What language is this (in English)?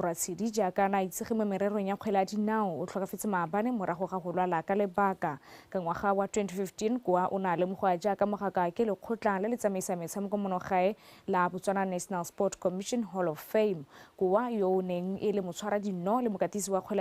Tswana